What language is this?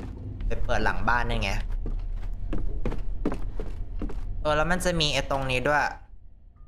Thai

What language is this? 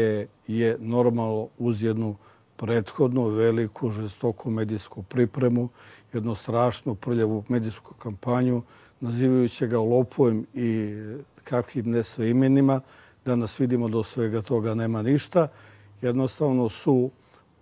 Serbian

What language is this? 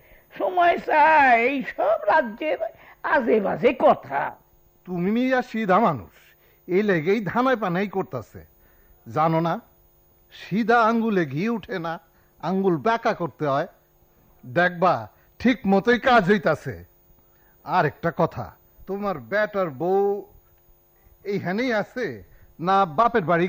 Bangla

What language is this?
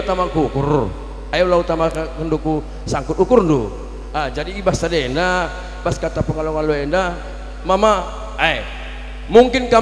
Batak Karo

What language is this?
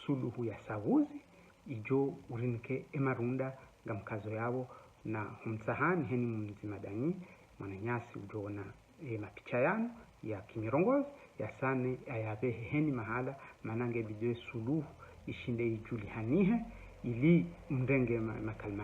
Ngazidja Comorian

